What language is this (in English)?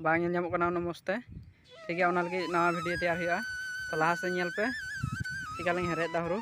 Santali